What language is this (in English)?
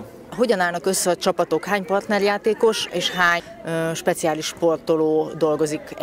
Hungarian